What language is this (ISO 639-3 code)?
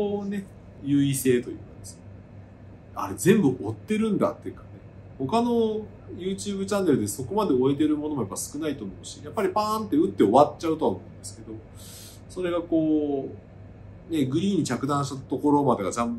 jpn